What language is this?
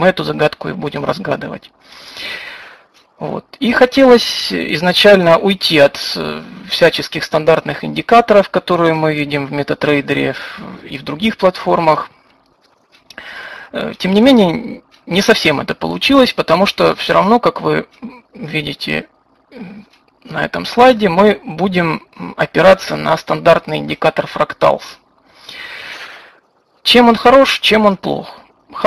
Russian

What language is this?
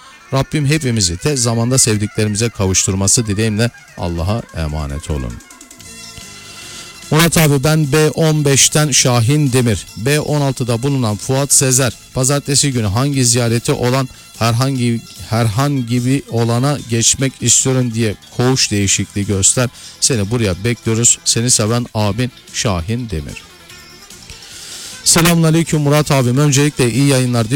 Turkish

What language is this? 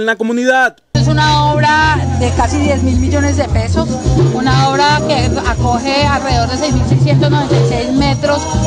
Spanish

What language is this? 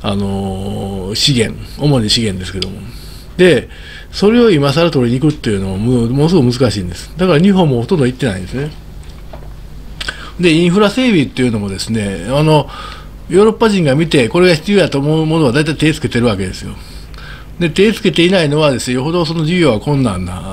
Japanese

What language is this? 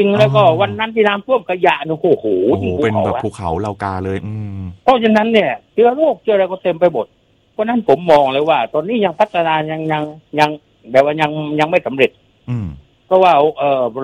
Thai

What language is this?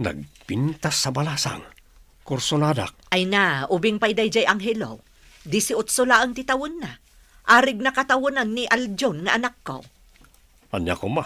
Iloko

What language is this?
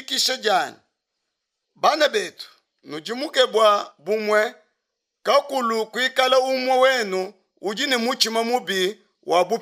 Luba-Lulua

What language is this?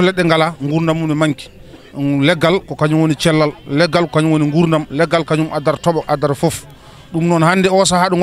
Fula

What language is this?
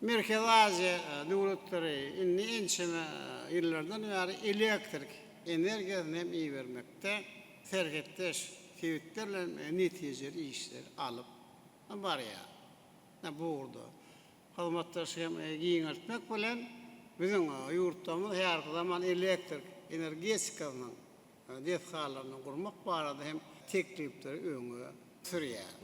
Turkmen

